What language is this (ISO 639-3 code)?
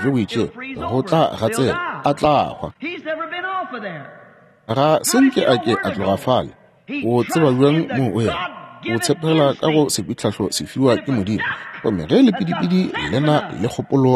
nso